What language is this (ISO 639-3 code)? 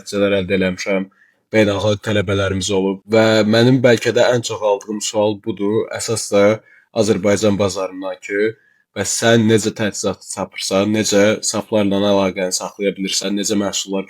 aze